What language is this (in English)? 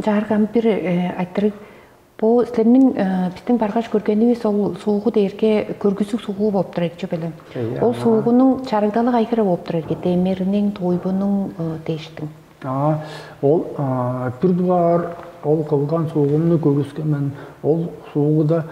Tuvinian